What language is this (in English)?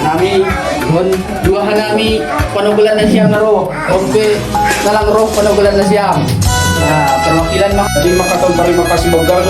Batak Simalungun